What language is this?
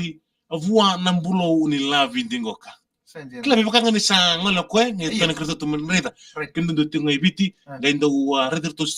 Fijian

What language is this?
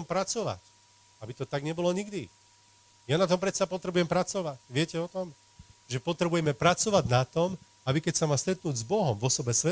Slovak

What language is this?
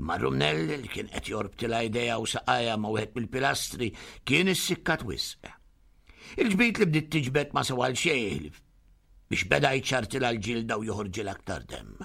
Maltese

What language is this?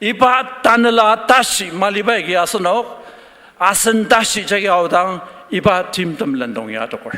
Ao Naga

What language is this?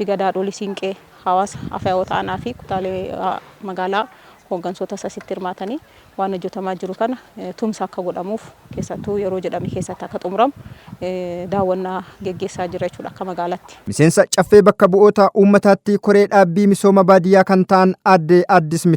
Oromo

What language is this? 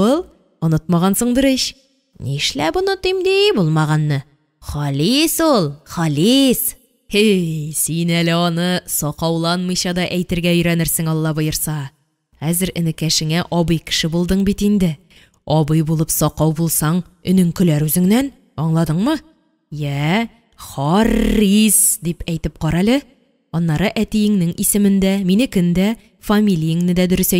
Tatar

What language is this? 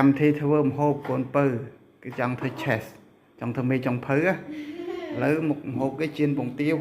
Khmer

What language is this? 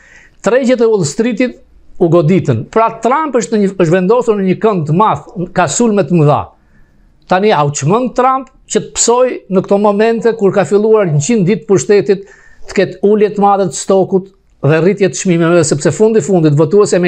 Albanian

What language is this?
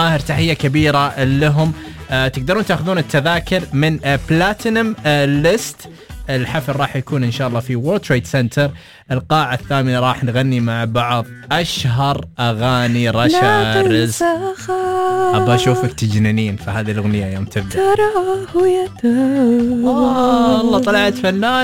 Arabic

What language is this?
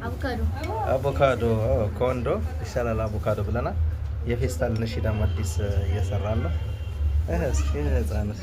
Amharic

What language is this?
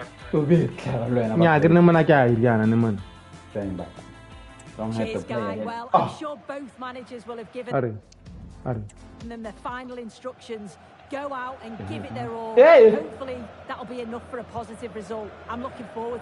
Tswana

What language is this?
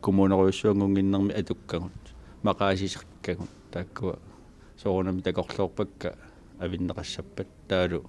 Kalaallisut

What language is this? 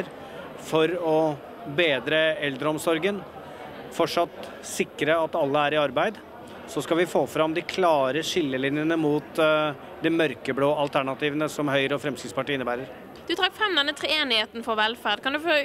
Norwegian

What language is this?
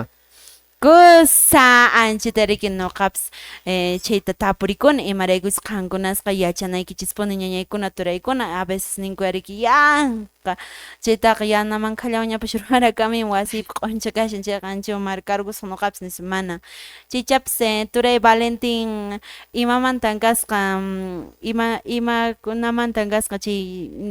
Quechua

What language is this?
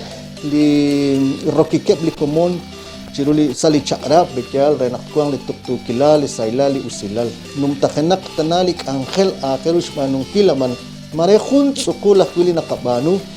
Kekchí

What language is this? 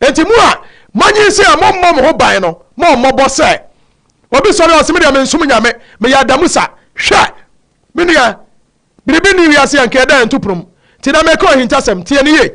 Akan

